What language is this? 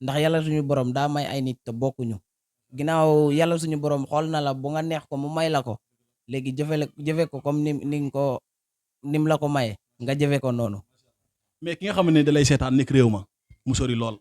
Wolof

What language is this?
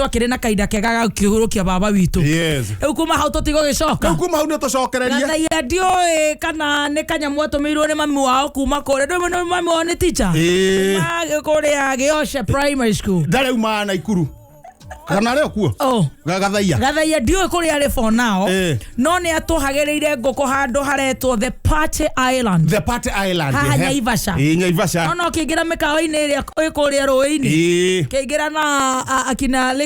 Kikuyu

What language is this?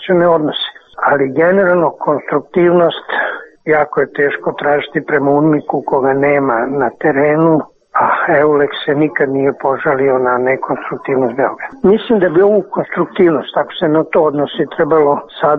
Serbian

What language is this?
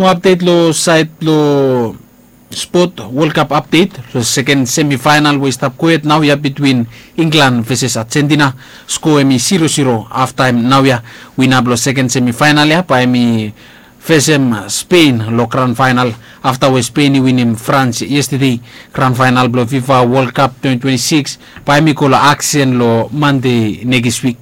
Bislama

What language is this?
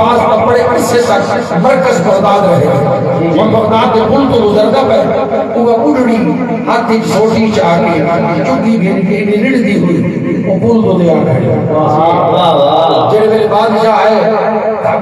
Saraiki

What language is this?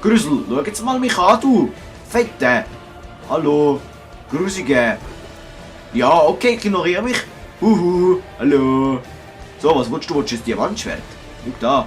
Swiss German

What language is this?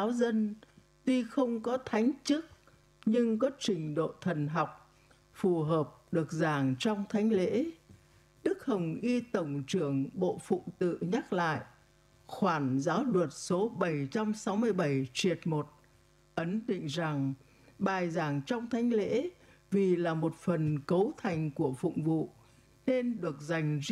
Vietnamese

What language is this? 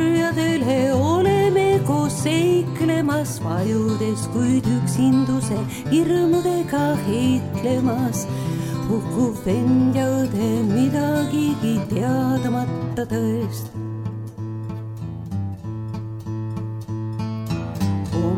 Estonian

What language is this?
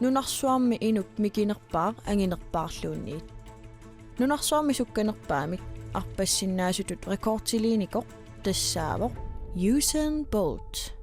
Kalaallisut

